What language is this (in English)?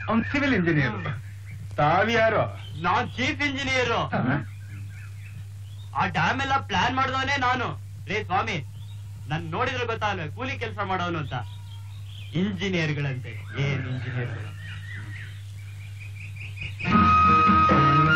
Kannada